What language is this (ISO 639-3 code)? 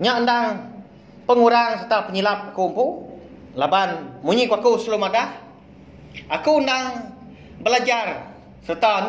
iba